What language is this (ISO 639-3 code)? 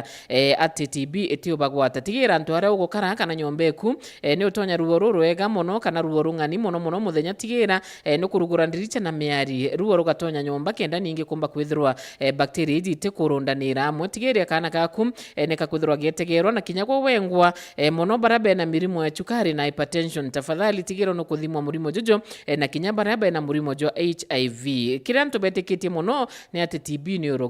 mer